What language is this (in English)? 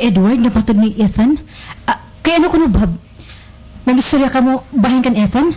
Waray